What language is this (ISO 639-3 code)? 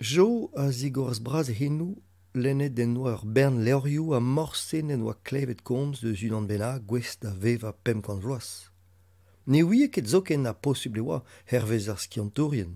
bre